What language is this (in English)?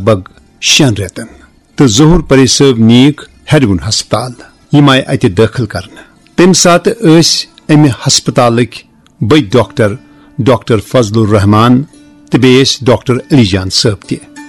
Kashmiri